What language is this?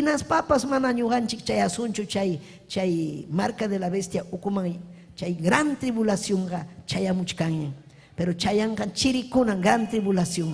Ayacucho Quechua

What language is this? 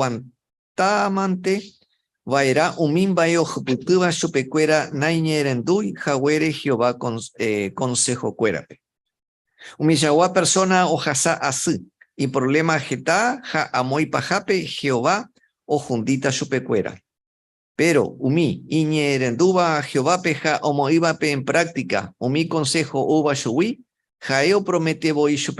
Guarani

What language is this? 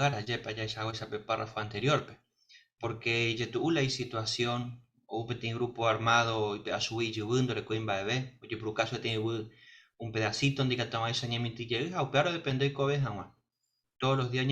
Guarani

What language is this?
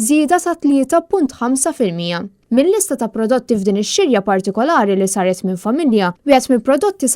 Maltese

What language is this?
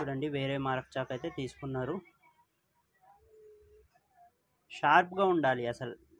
Telugu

